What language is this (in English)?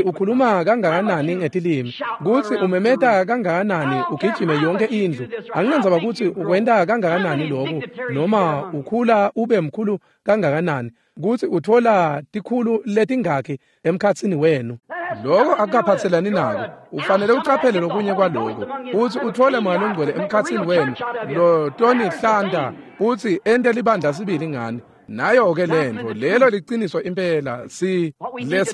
Swati